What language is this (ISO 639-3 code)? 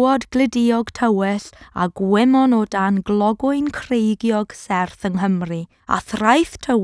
cym